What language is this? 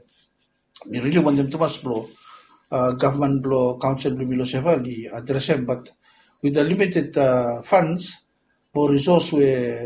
Bislama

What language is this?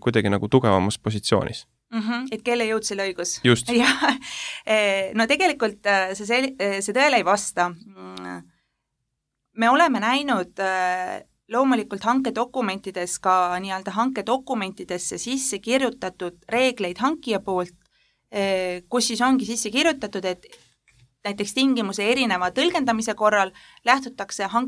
Estonian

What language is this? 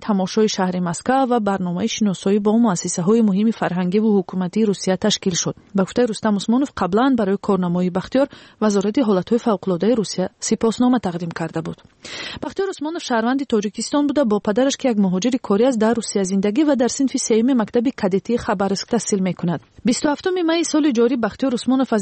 Tajik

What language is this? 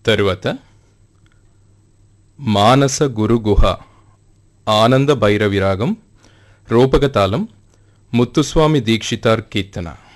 Telugu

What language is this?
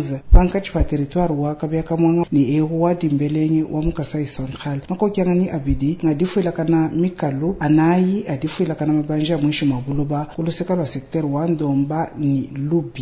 Luba-Lulua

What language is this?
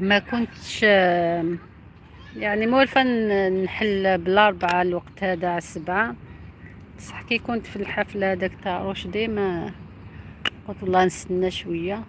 Algerian Arabic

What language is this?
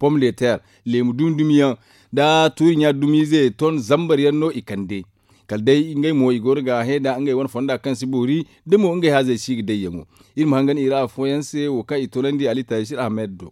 Zarma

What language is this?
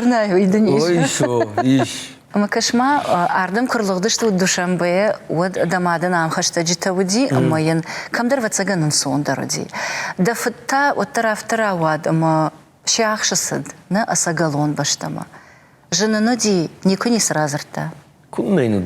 Ossetic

